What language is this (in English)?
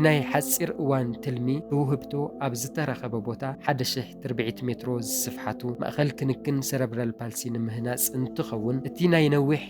Tigrinya